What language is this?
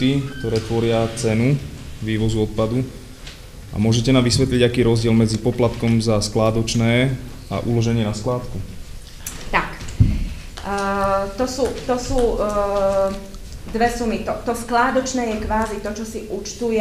Slovak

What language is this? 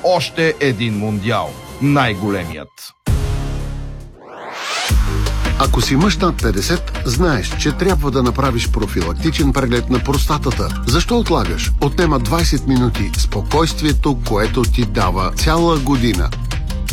Bulgarian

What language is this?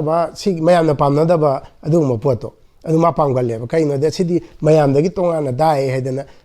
Manipuri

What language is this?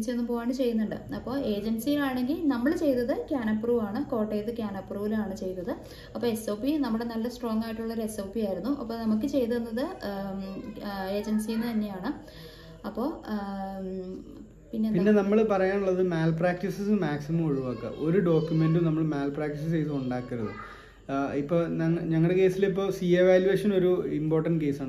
Malayalam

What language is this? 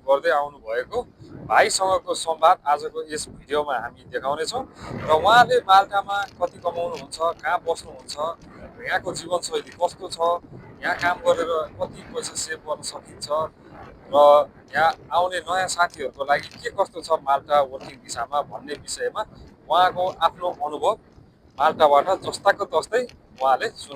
Nepali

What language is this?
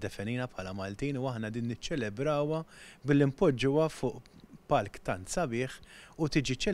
Maltese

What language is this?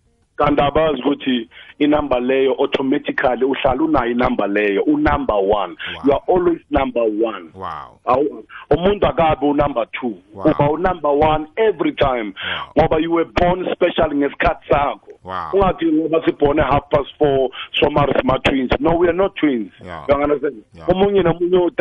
South Ndebele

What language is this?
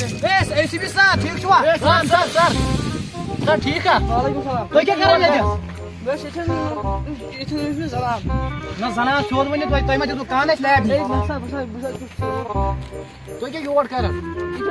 Kashmiri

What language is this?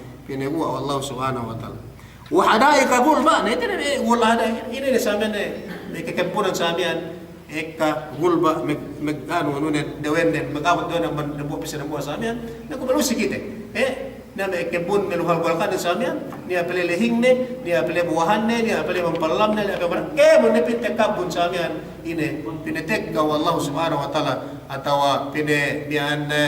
Yakan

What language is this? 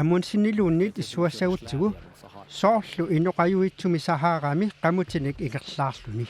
Kalaallisut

